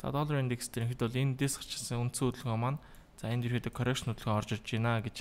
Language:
Mongolian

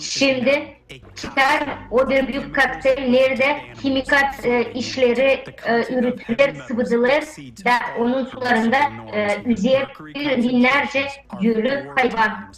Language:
Gagauz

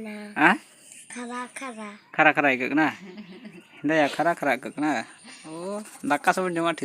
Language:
Santali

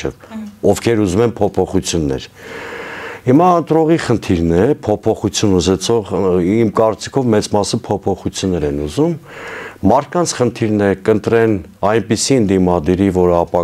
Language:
Armenian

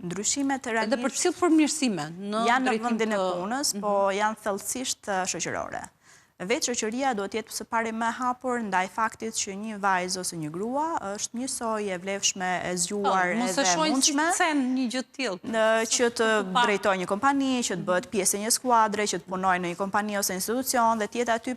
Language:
Albanian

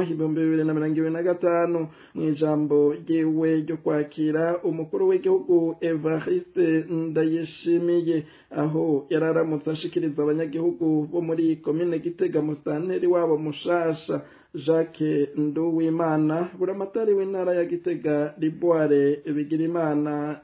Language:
Rundi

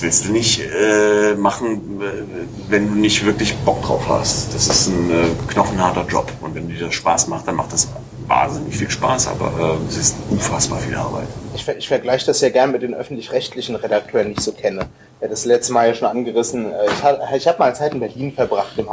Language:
German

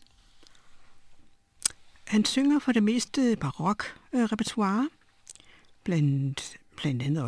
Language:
Danish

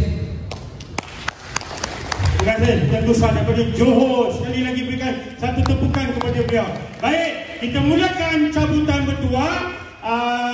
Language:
Malay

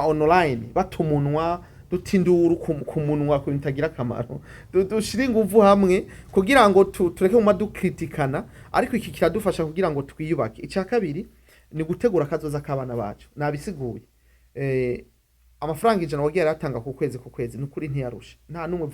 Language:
Rundi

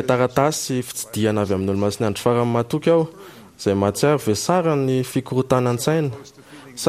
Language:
Malagasy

